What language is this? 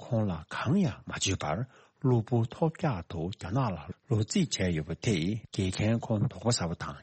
Tibetan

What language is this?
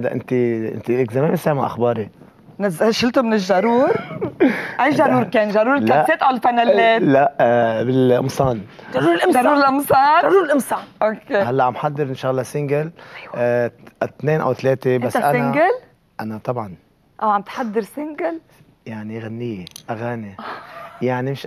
North Levantine Arabic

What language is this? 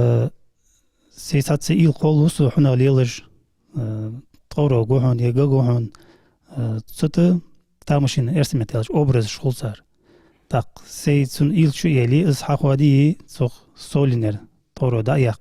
Ingush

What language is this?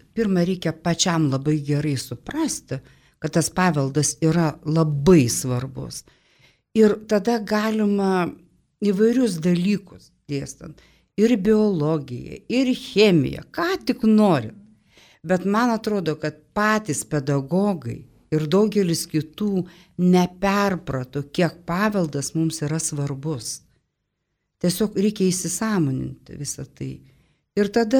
Lithuanian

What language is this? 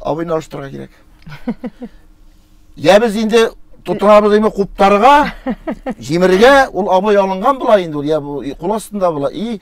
Tatar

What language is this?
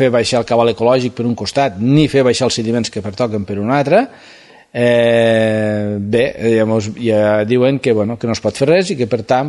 Catalan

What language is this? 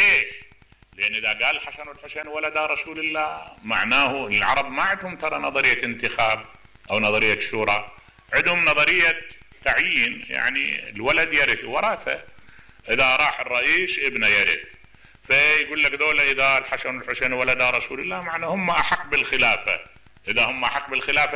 Mesopotamian Arabic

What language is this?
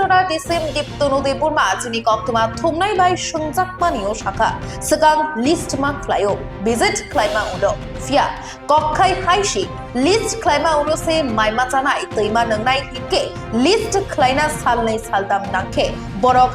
Kok Borok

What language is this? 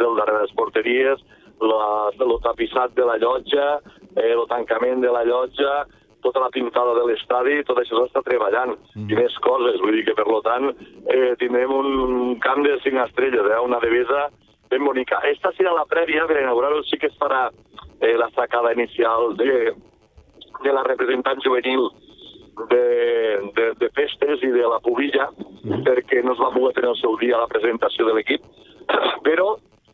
Catalan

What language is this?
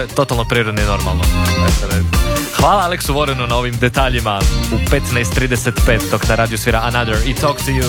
Croatian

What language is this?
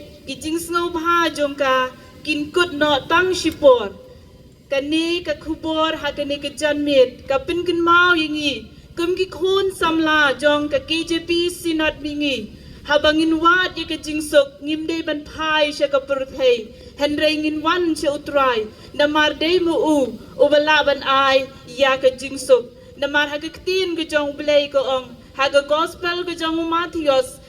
Khasi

